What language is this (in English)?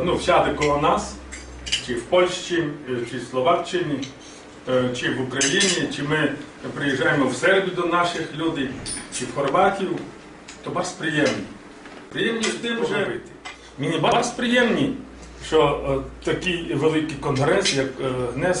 Rusyn